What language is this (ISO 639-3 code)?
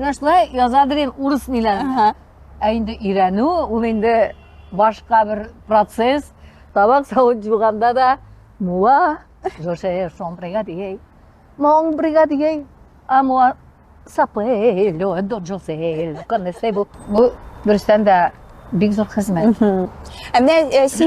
tat